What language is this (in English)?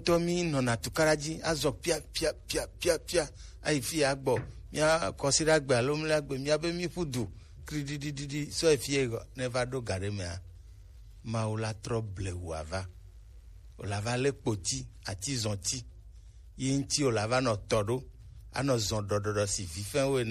Gen